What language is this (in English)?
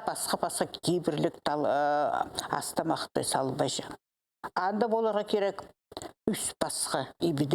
Khakas